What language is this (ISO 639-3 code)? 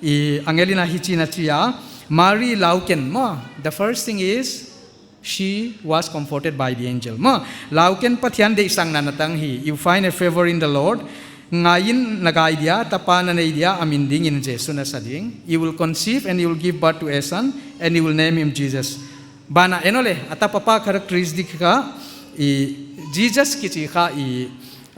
pck